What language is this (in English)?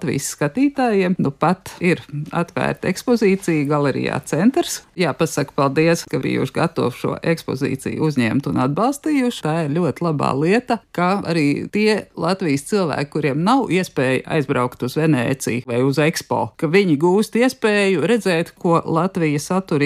Latvian